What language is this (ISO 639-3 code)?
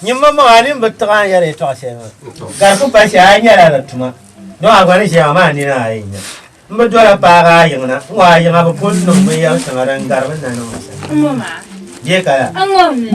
dag